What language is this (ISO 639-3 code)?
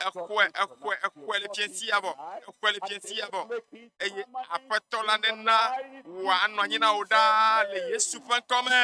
ewe